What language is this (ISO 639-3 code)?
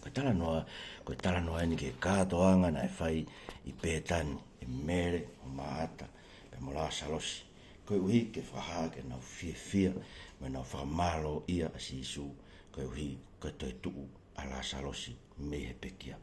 ton